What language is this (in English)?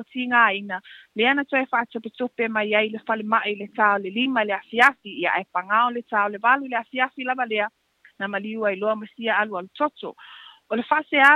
Samoan